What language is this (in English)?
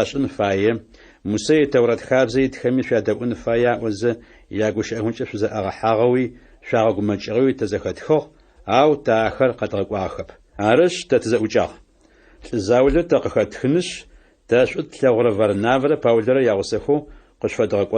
Adyghe